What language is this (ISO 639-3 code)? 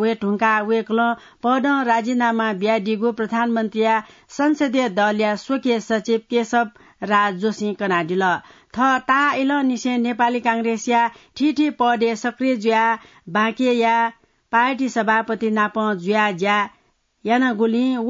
new